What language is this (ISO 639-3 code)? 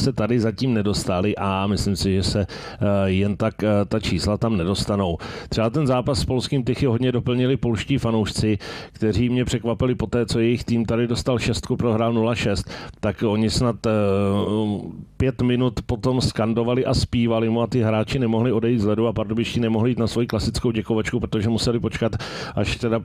ces